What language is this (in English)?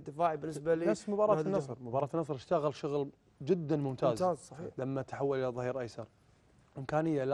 Gulf Arabic